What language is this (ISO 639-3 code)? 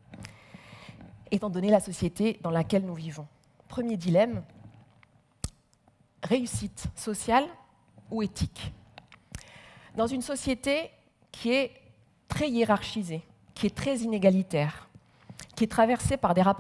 fra